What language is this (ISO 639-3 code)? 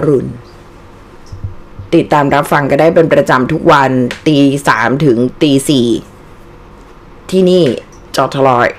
tha